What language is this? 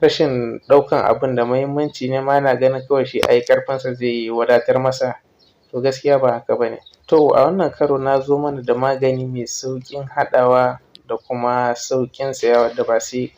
Hausa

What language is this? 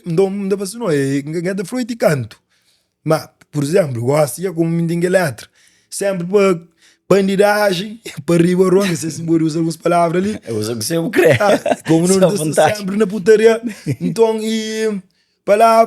Kabuverdianu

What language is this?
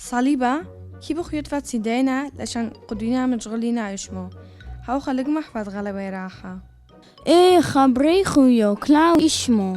Turoyo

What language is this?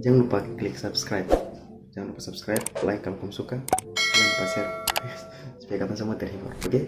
Ambonese Malay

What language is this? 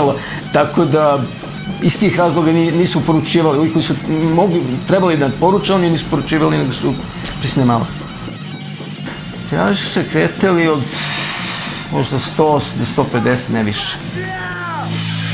Serbian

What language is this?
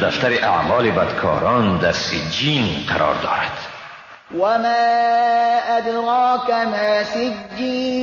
Persian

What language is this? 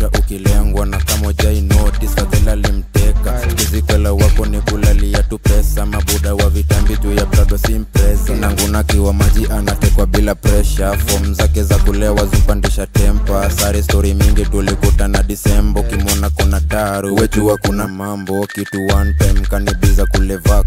Swahili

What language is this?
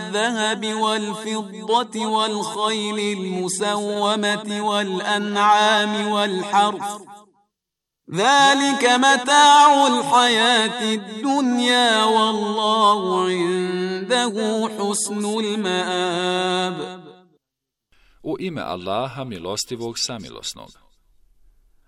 Bosnian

